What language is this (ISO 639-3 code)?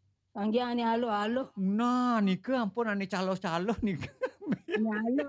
ban